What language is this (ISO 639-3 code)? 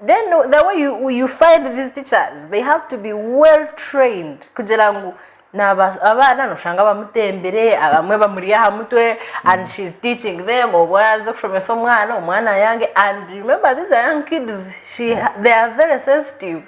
nyn